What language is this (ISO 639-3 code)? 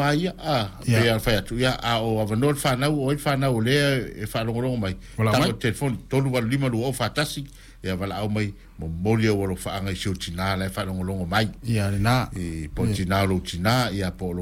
smo